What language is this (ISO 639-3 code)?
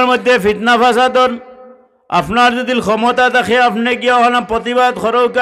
syl